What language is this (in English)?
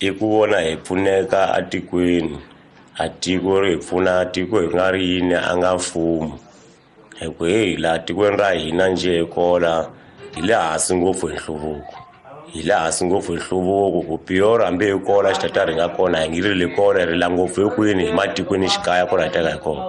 Tsonga